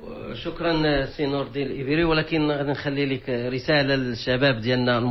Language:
Moroccan Arabic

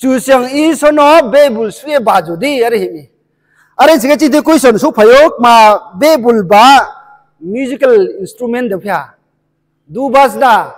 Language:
Riang (India)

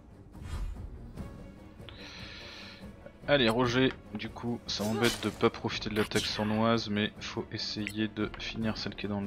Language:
French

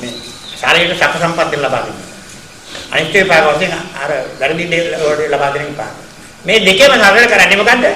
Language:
Sinhala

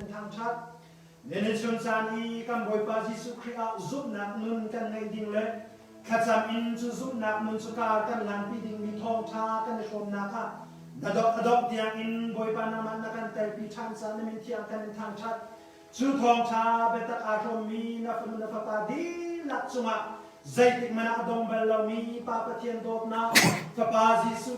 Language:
Hakha Chin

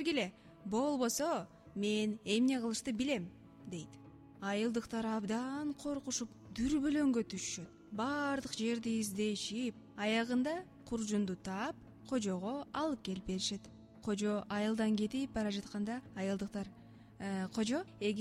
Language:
Kyrgyz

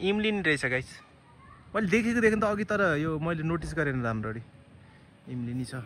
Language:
Nepali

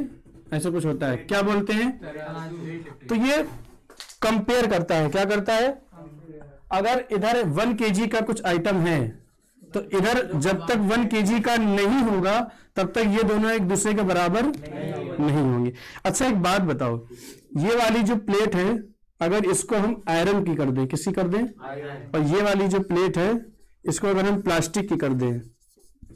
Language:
Hindi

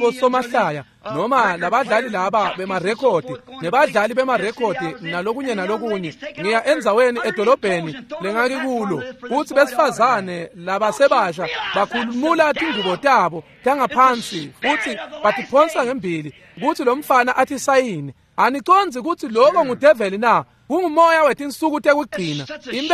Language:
Swati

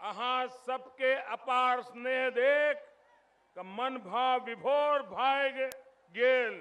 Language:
Maithili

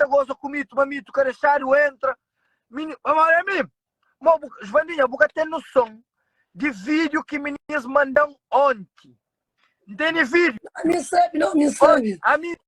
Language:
Kabuverdianu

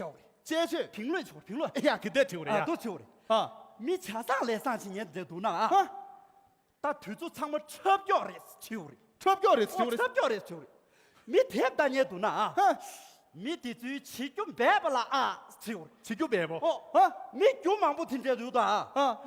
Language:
Tibetan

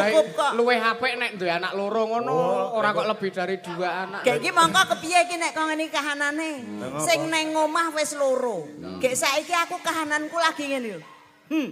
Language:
Javanese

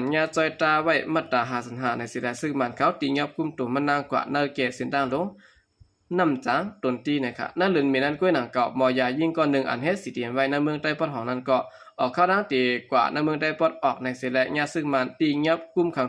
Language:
Shan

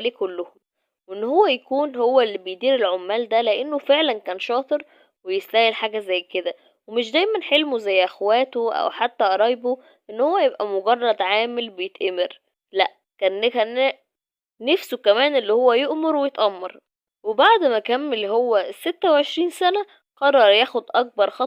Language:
Egyptian Arabic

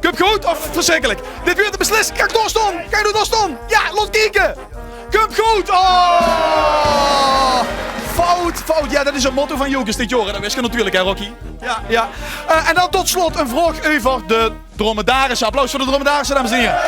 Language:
Limburgish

